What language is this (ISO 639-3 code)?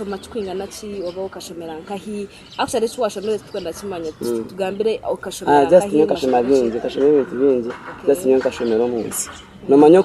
nyn